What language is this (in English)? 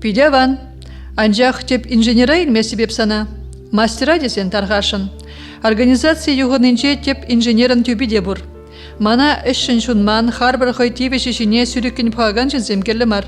Chuvash